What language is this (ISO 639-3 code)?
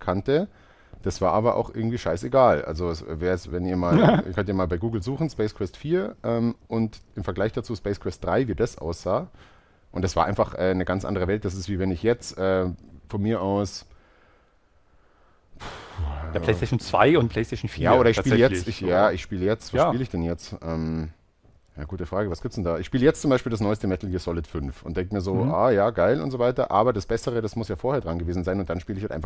deu